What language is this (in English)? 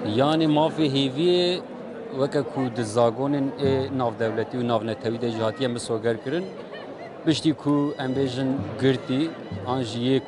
Kurdish